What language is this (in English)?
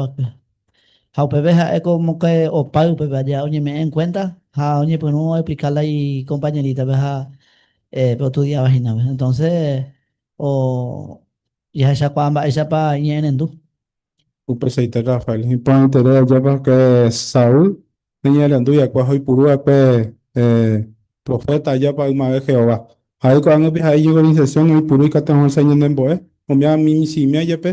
Guarani